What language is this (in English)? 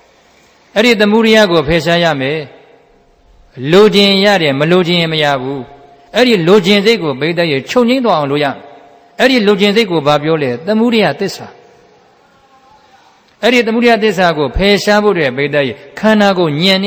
Burmese